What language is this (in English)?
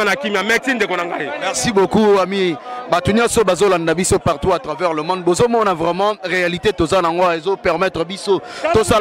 Lingala